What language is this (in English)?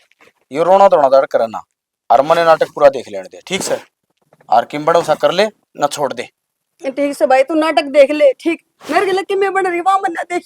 Haryanvi